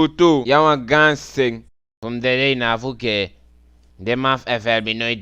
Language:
Eastern Maroon Creole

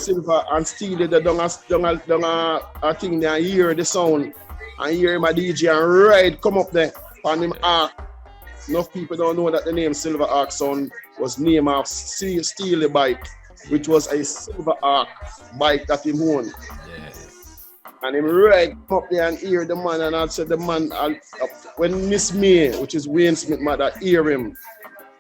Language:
Jamaican Creole English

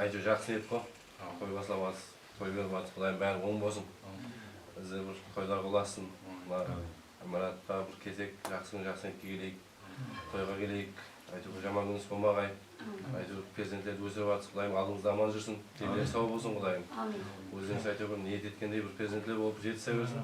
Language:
Kara-Kalpak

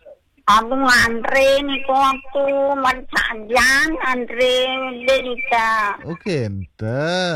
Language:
Balinese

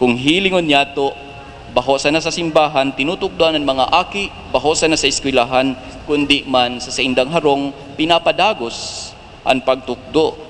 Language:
Bikol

